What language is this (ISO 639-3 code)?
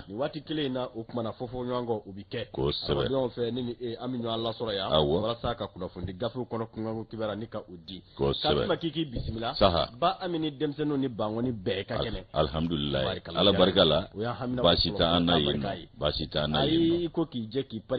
bam